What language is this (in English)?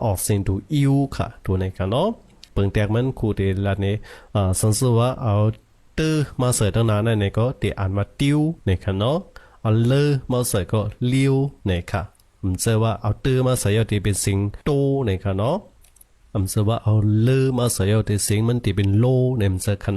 Shan